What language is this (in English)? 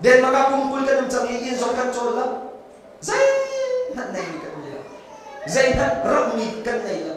Hakha Chin